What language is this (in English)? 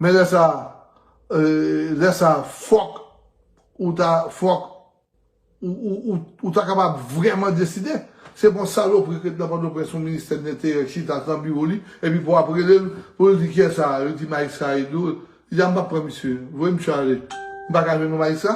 Haitian Creole